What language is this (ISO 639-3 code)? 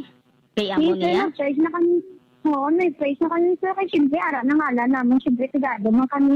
hil